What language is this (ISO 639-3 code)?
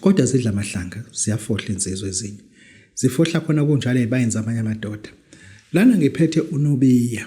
zul